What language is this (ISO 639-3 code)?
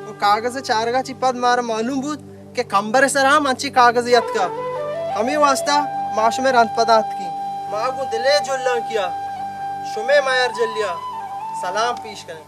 bal